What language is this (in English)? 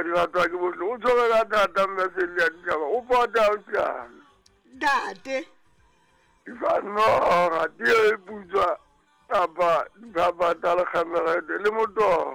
Southern Sotho